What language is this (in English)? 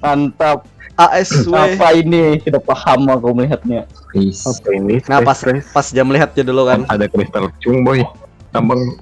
Banjar